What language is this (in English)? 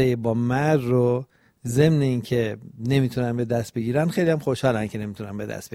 Persian